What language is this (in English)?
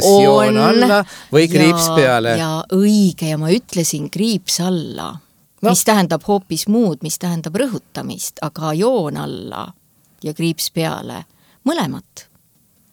Estonian